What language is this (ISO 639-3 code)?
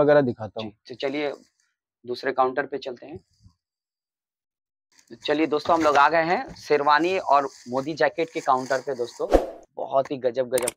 hin